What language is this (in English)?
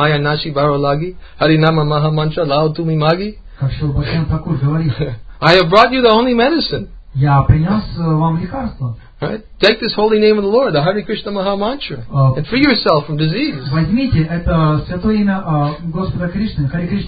Russian